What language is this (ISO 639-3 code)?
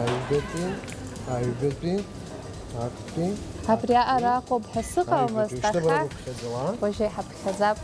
abk